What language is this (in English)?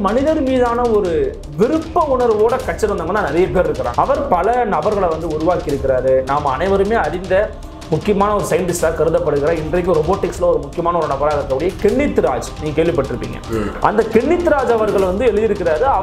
Tamil